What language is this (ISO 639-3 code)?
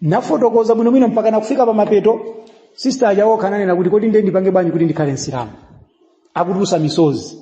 nya